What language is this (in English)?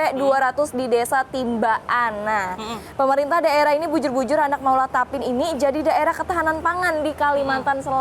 Banjar